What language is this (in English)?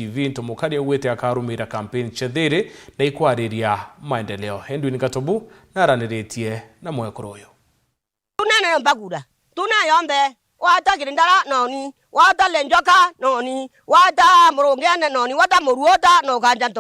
Meru